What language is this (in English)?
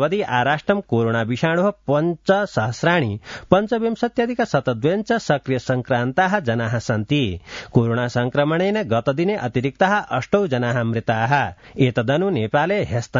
Sanskrit